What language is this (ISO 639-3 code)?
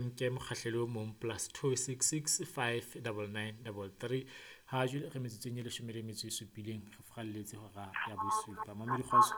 sot